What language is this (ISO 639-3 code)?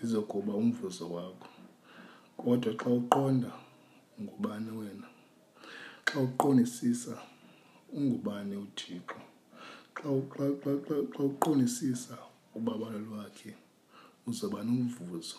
xho